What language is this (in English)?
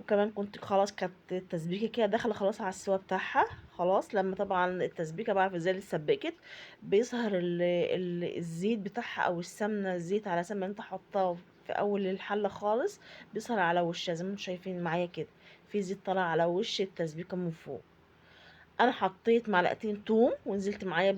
Egyptian Arabic